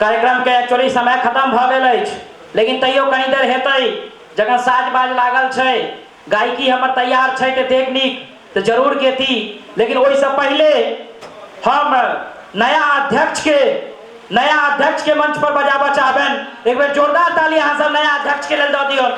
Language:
Maithili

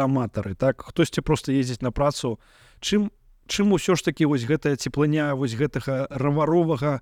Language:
Belarusian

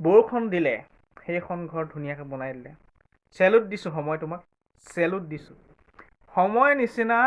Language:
Assamese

